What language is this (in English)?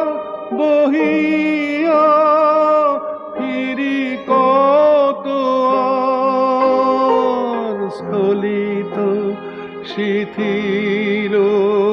Bangla